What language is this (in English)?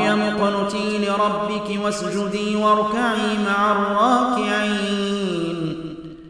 Arabic